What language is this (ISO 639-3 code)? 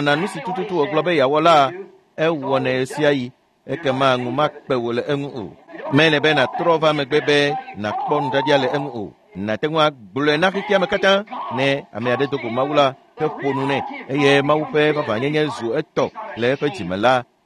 ewe